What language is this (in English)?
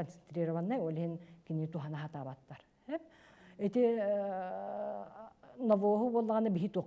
Yakut